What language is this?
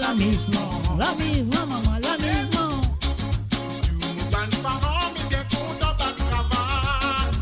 Morisyen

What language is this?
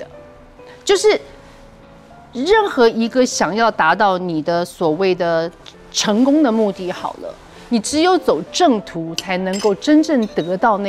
Chinese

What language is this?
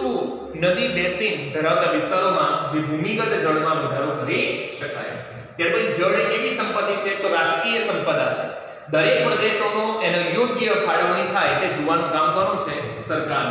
Gujarati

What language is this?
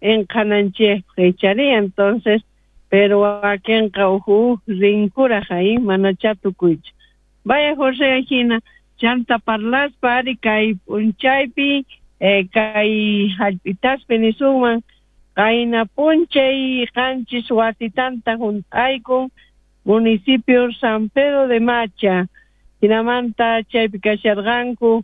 South Bolivian Quechua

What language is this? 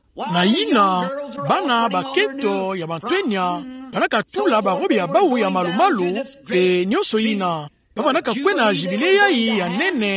Kituba (Democratic Republic of Congo)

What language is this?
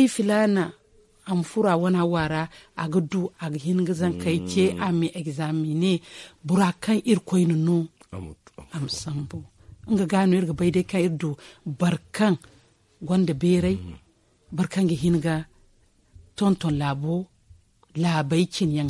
Zarma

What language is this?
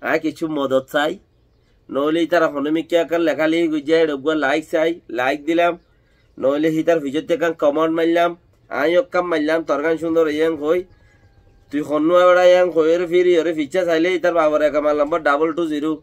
Rohingya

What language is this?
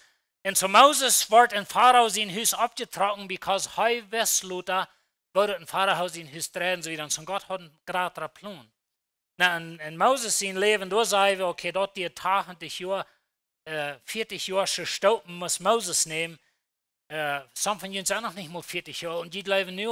Plautdietsch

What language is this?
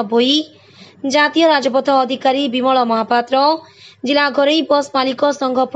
Odia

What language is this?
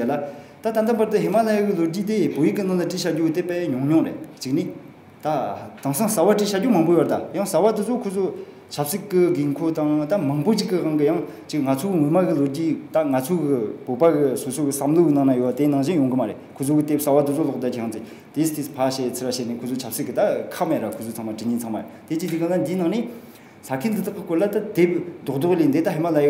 Tibetan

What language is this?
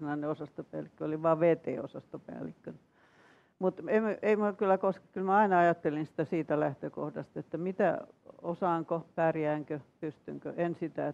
Finnish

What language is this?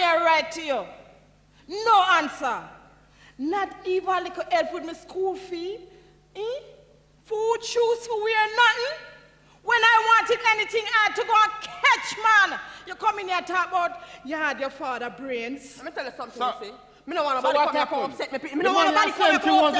Jamaican Creole English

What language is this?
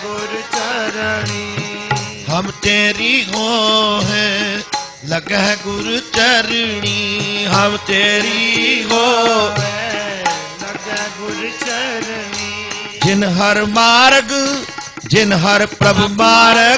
Punjabi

